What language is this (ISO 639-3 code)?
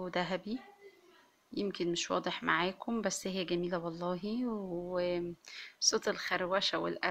arz